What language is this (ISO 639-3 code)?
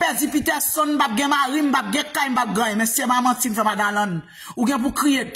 hat